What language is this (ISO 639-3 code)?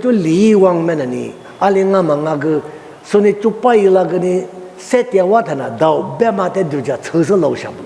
lis